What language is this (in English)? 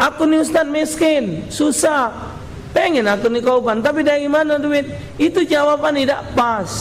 Musi